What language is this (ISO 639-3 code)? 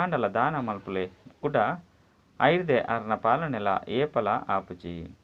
tcy